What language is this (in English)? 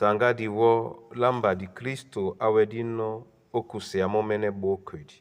Duala